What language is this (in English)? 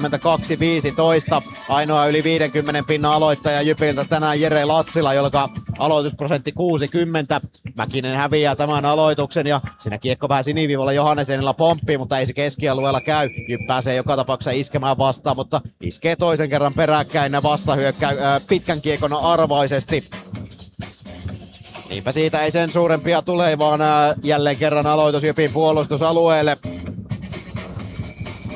Finnish